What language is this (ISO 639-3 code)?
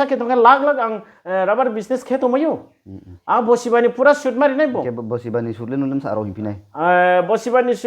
ria